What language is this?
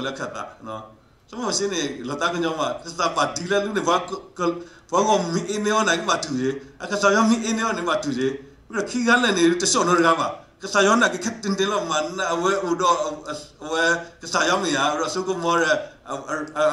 S'gaw Karen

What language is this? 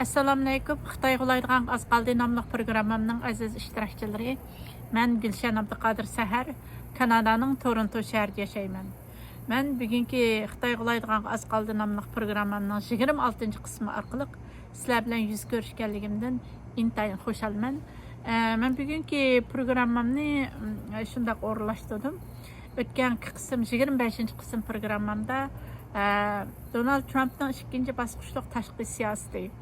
Uyghur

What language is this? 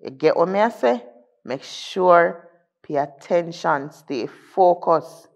Jamaican Creole English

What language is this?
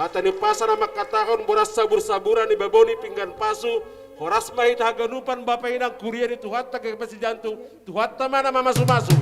Batak Simalungun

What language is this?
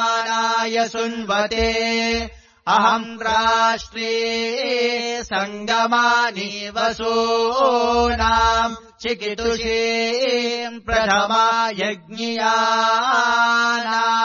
Sanskrit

